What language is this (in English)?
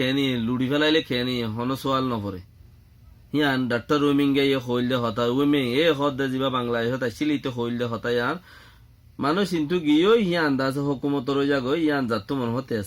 Rohingya